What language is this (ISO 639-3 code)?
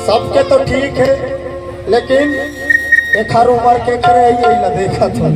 hne